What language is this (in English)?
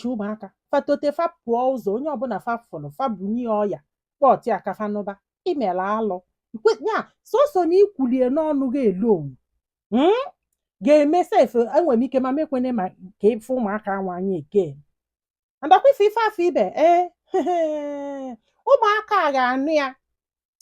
Igbo